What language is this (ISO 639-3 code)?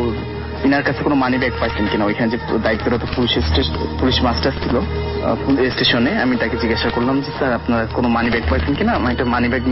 ben